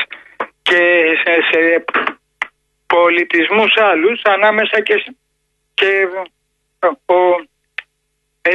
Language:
Greek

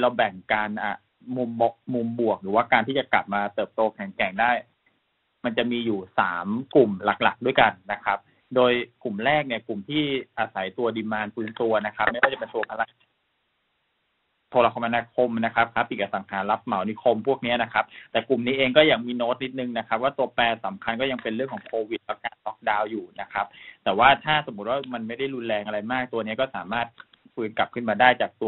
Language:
Thai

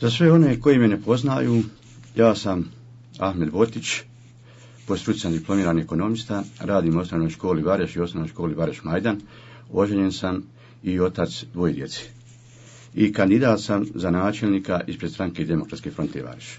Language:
Bosnian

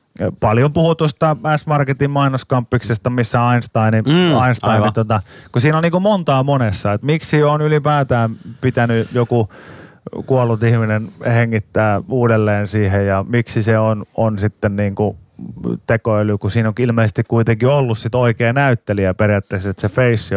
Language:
Finnish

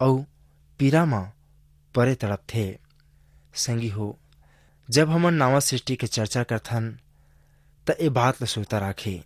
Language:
Chhattisgarhi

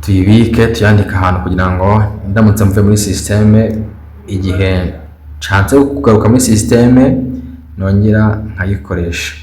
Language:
Kinyarwanda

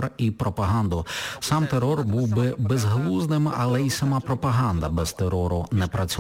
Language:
Ukrainian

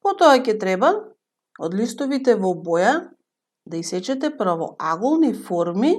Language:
Macedonian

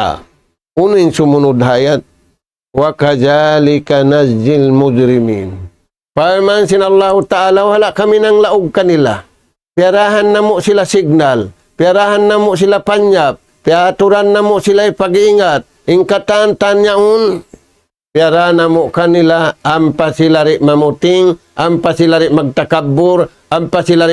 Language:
Tausug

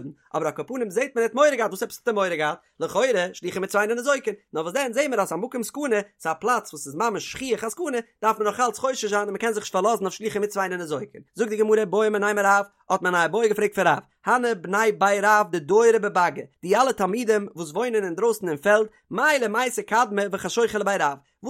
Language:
Yiddish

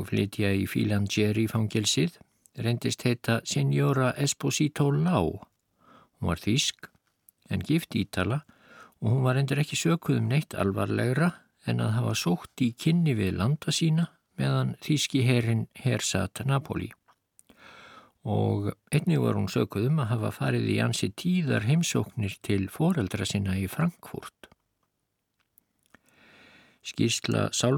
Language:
Icelandic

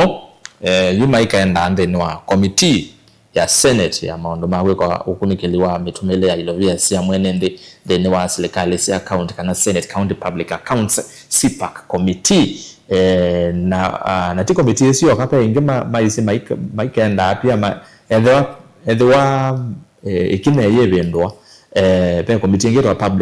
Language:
Kamba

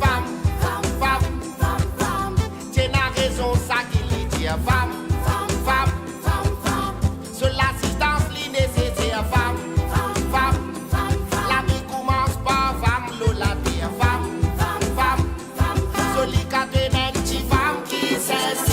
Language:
Morisyen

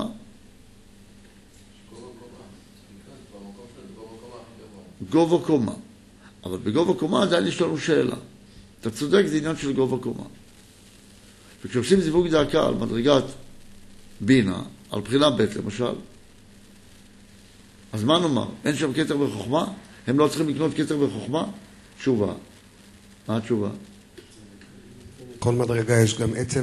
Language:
Hebrew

